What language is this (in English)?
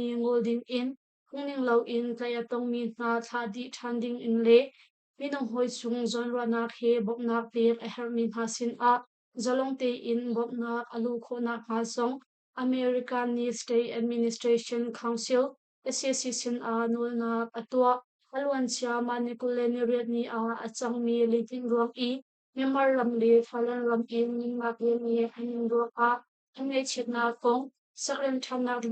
Hakha Chin